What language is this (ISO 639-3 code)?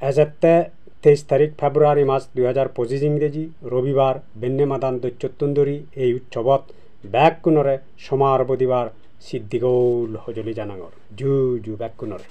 ccp